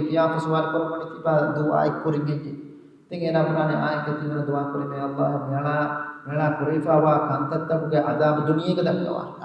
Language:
Divehi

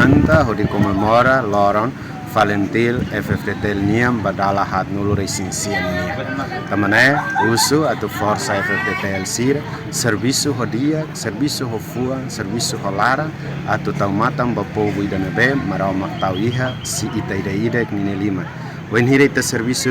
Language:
Tetum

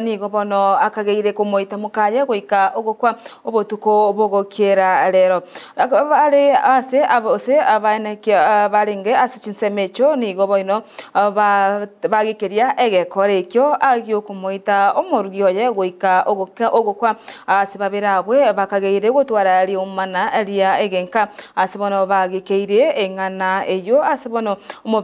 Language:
Gusii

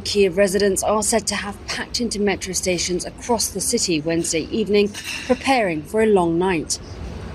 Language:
English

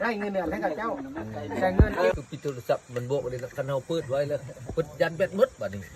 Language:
Lao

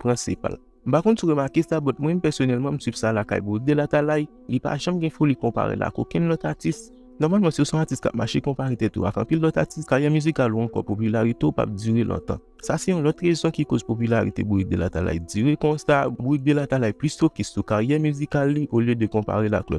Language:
Haitian Creole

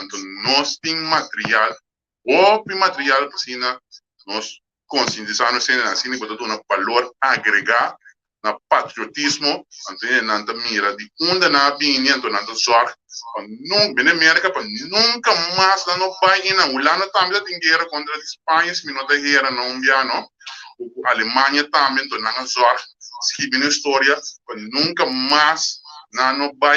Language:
Papiamento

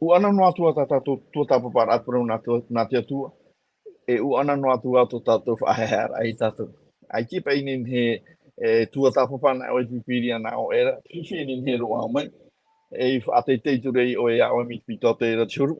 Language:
Tahitian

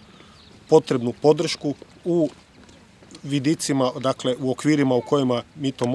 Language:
Croatian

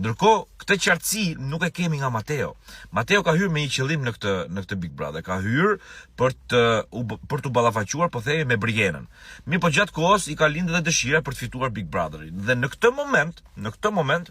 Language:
Albanian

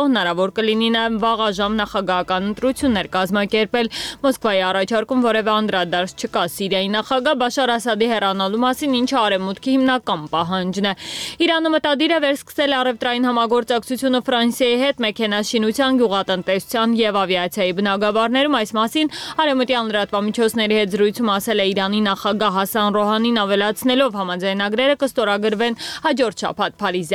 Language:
Armenian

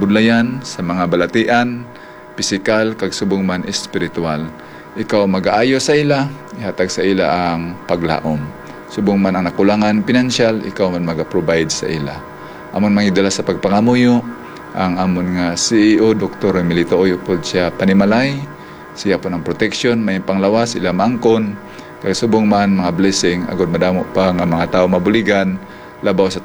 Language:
Hiligaynon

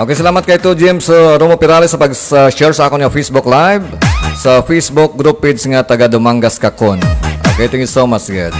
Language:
Hiligaynon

